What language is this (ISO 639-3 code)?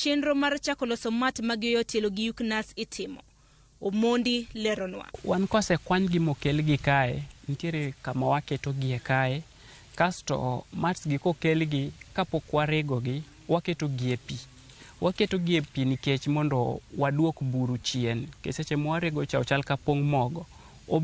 luo